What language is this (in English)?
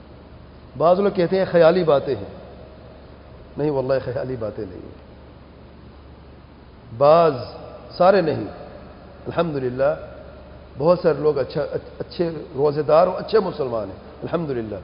Urdu